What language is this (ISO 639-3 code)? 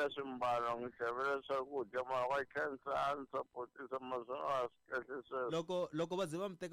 tso